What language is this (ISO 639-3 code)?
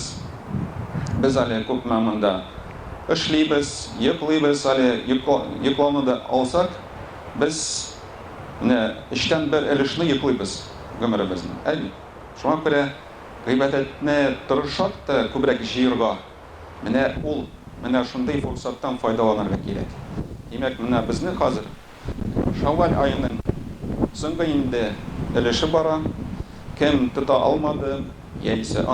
tat